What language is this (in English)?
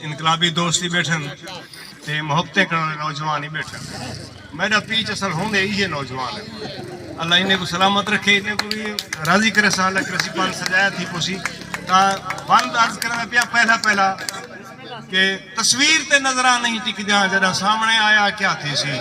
Saraiki